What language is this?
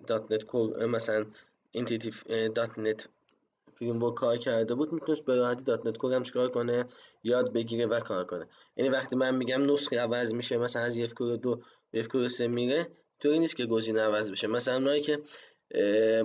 Persian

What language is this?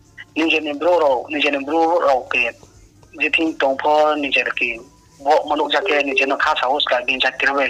Riang (India)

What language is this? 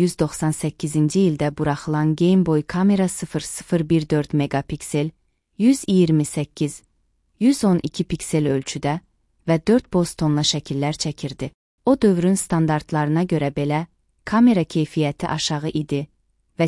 Azerbaijani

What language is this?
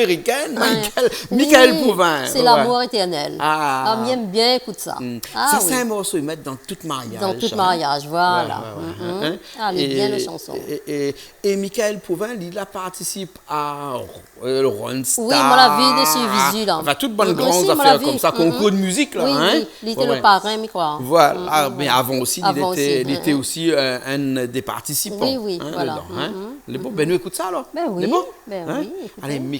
Réunion Creole French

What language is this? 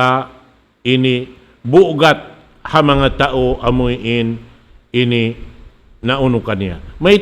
Tausug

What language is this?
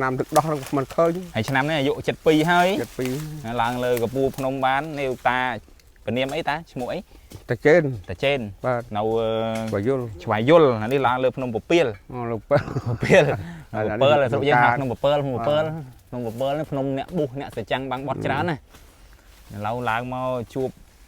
Khmer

